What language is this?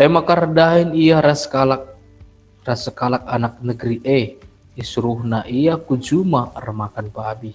Batak Karo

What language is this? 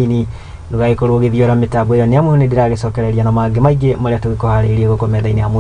Kikuyu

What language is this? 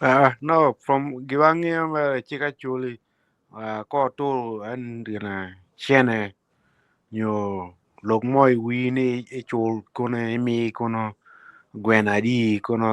Acoli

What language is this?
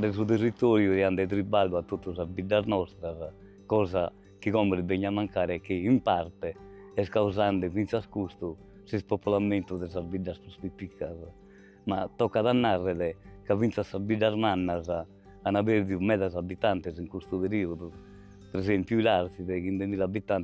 Sardinian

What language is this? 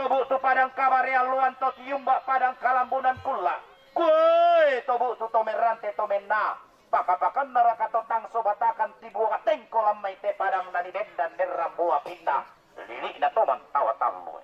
Toraja-Sa'dan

